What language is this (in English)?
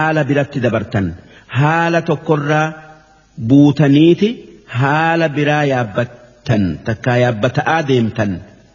Oromo